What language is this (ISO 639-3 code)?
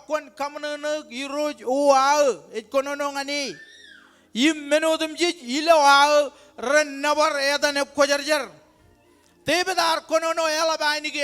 mah